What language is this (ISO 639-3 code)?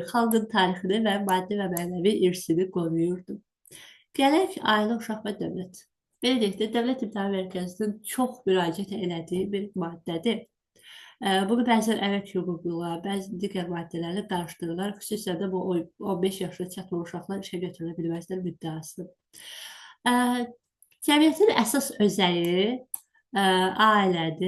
aze